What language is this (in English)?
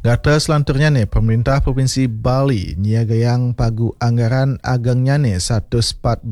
Balinese